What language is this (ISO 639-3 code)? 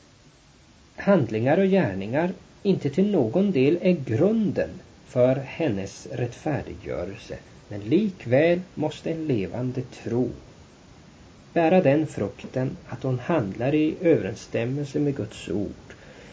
swe